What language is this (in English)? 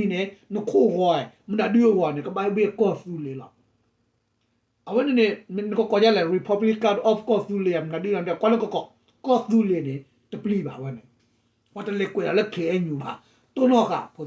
S'gaw Karen